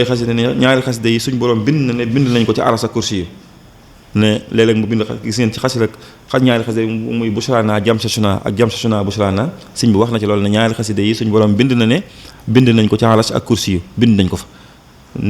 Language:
Wolof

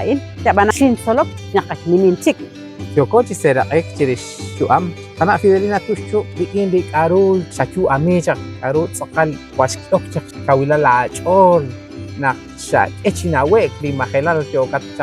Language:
Kekchí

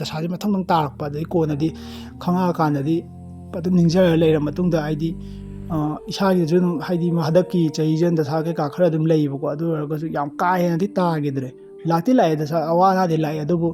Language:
Manipuri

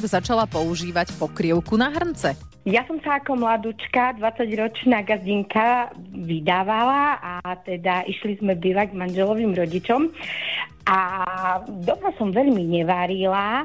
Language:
Slovak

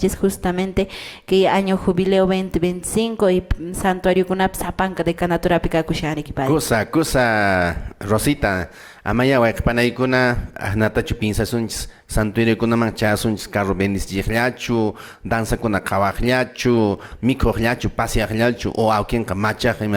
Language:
Quechua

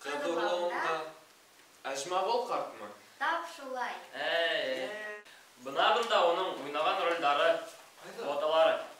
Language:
Bashkir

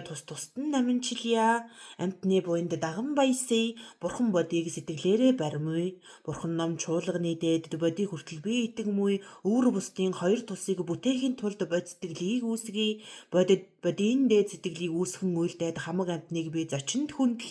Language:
Mongolian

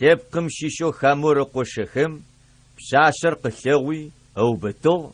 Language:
Adyghe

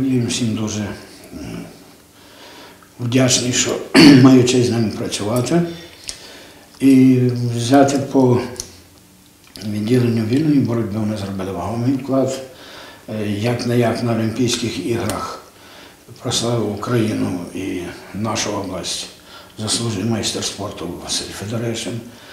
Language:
Ukrainian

